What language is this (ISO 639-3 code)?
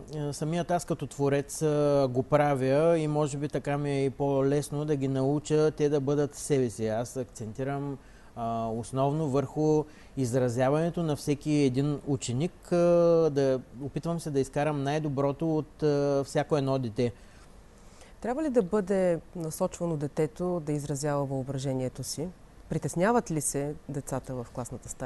bul